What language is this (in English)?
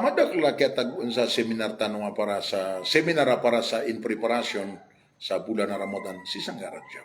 Maranao